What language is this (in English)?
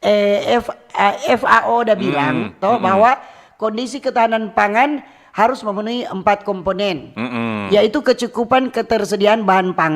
Manado Malay